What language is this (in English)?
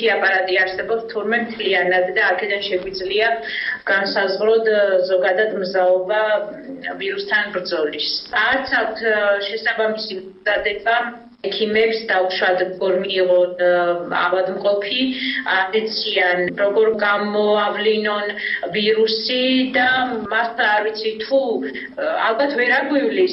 Georgian